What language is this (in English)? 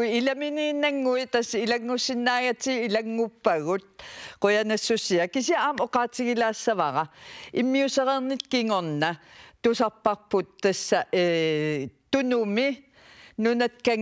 Kalaallisut